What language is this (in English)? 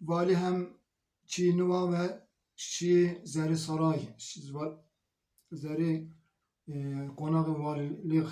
Zaza